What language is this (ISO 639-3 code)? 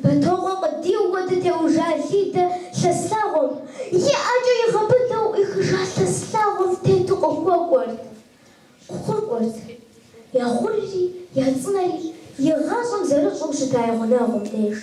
kbd